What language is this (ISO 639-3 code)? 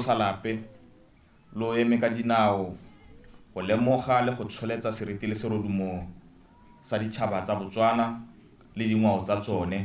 tsn